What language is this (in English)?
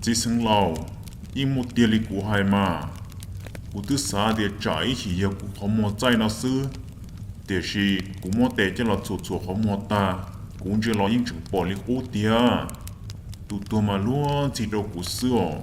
Hmong